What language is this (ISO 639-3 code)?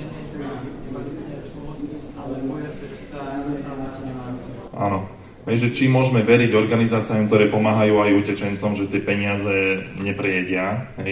slk